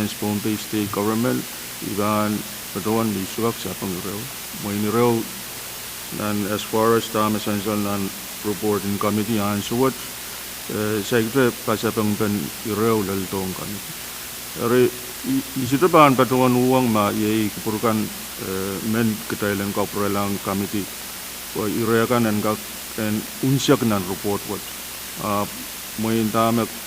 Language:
Pohnpeian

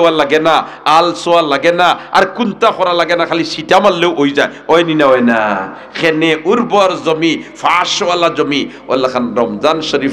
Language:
Sylheti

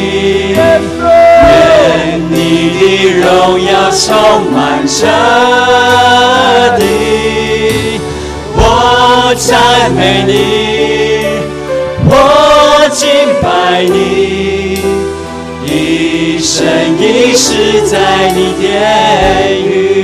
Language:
Chinese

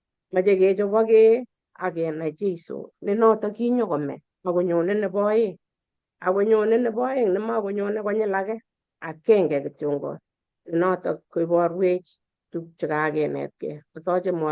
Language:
Kalenjin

